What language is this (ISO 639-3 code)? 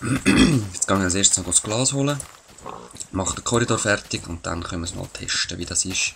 gsw